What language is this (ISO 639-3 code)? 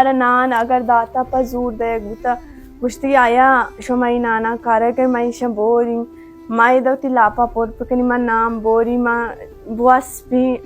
bal